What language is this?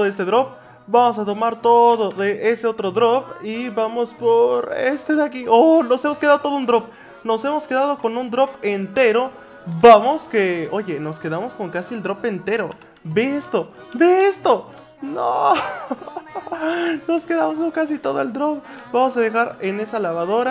Spanish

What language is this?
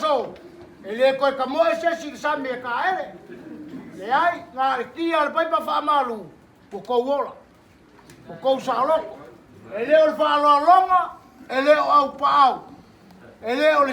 Samoan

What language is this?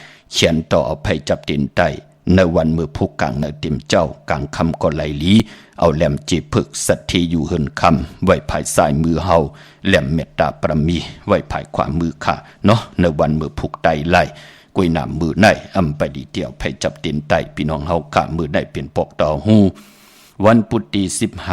Shan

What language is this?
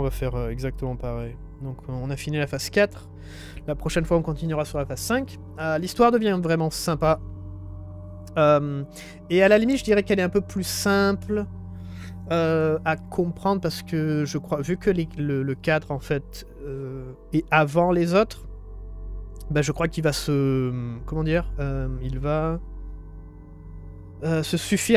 French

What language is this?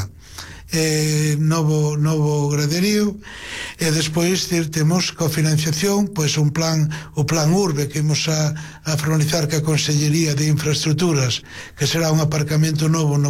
Galician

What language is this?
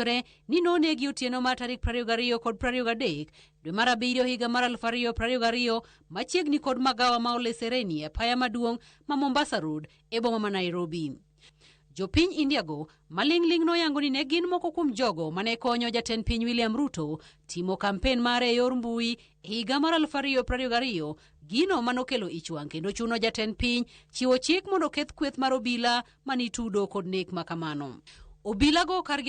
Luo (Kenya and Tanzania)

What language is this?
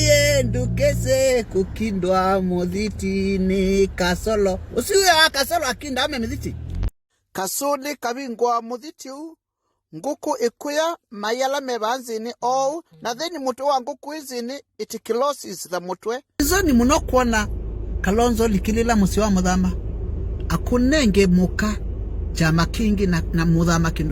Kamba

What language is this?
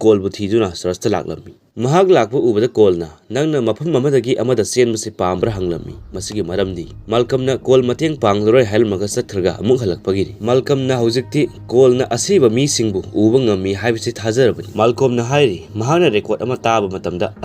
Manipuri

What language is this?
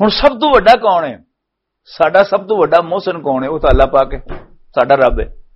Western Panjabi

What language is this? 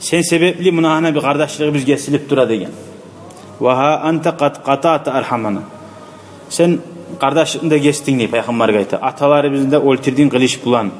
Kumyk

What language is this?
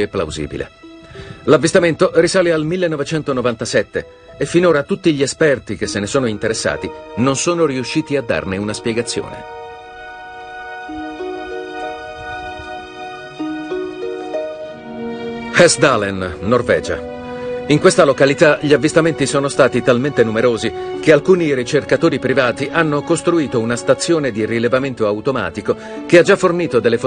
Italian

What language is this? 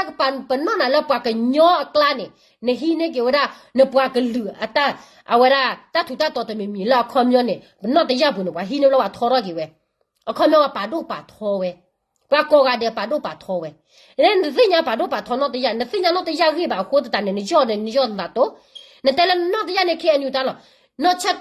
S'gaw Karen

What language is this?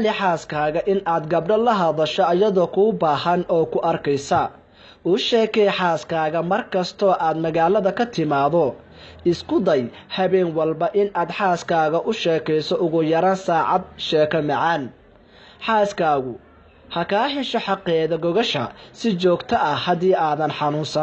Somali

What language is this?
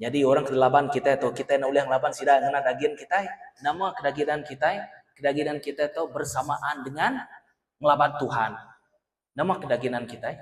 Iban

